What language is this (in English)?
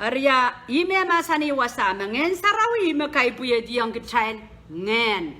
Pohnpeian